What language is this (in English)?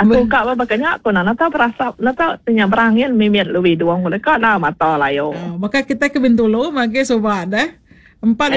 Iban